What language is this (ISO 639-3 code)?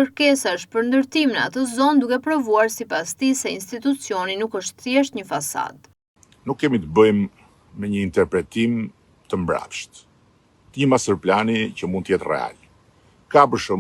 sqi